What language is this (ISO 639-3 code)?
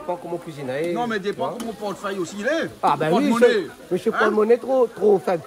rcf